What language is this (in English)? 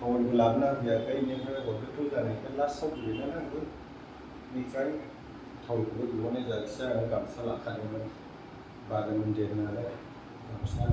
Bodo